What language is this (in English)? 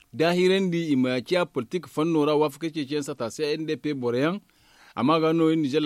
Zarma